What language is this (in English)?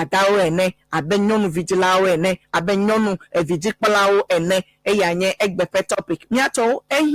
Ewe